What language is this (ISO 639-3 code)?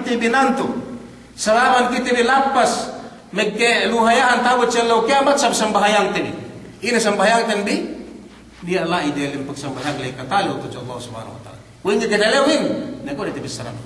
yka